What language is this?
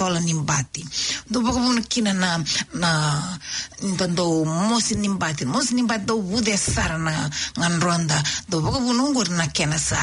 Fijian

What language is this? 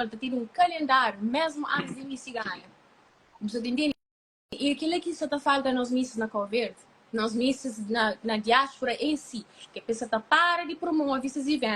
Kabuverdianu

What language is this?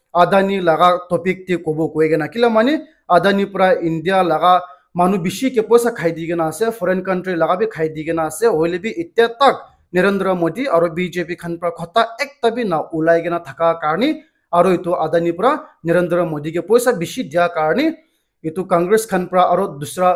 Naga Pidgin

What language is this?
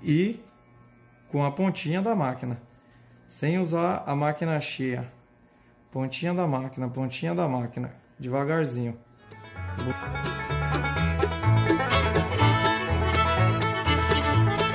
Portuguese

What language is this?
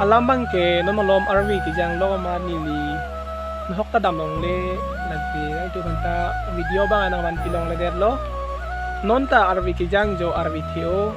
Karbi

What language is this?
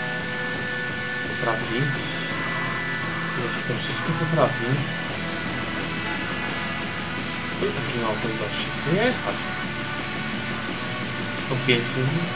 Polish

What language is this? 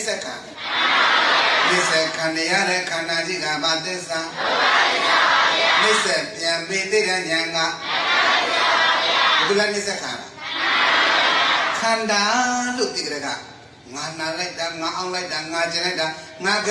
Burmese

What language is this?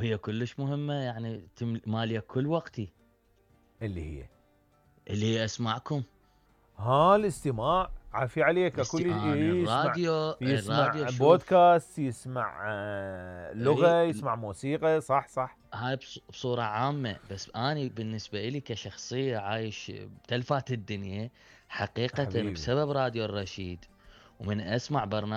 Mesopotamian Arabic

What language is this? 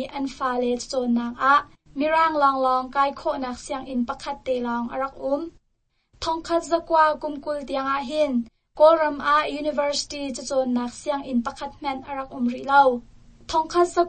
Hakha Chin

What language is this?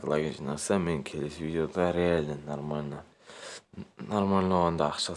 Kazakh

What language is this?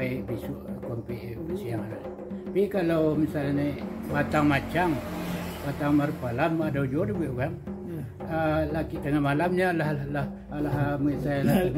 Minangkabau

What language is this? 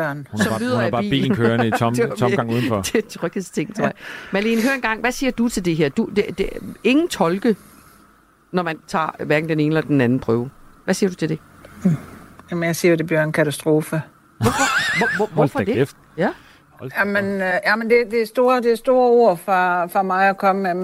Danish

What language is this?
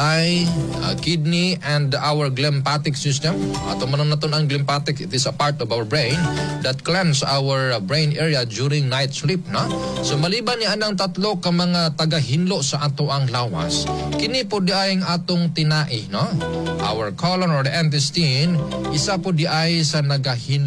Cebuano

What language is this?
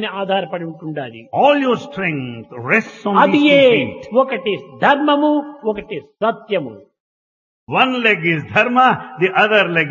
Telugu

